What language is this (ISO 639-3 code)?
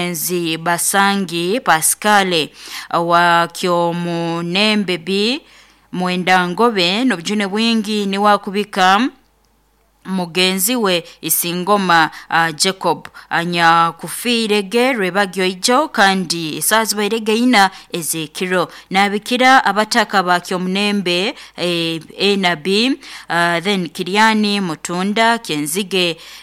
nyo